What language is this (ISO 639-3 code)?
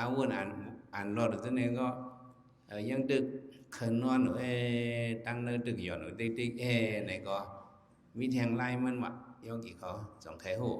shn